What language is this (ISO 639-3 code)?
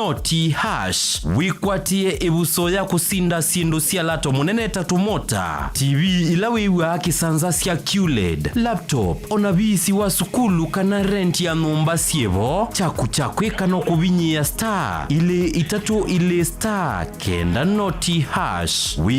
kam